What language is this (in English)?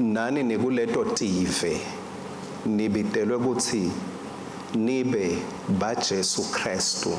Swati